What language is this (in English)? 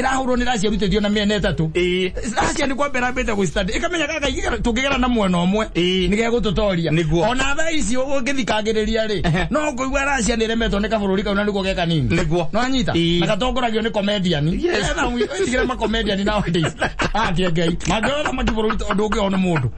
Kikuyu